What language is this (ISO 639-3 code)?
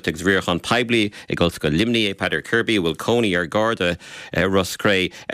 gle